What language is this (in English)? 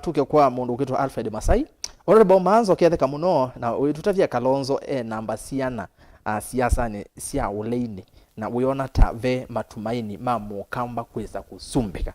Kamba